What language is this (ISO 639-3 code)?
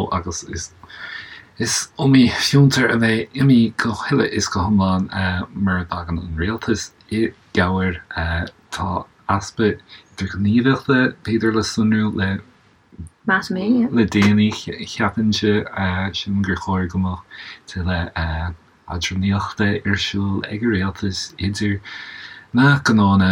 gle